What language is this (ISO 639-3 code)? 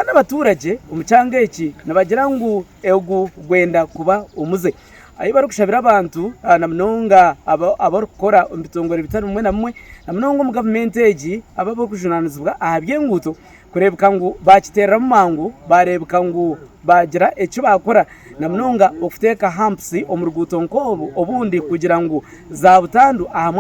nyn